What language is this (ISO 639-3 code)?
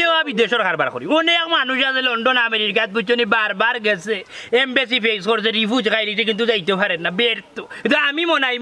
syl